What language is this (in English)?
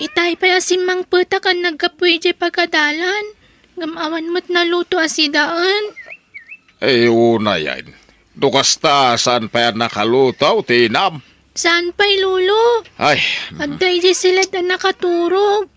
Iloko